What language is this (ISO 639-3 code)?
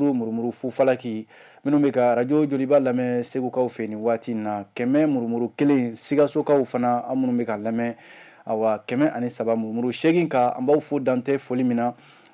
bam